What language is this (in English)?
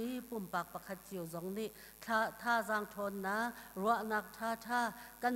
Hakha Chin